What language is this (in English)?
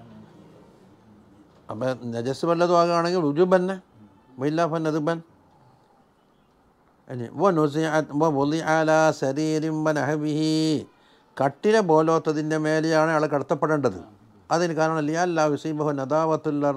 Malayalam